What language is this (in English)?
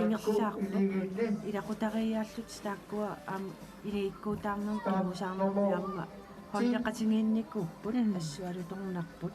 Kalaallisut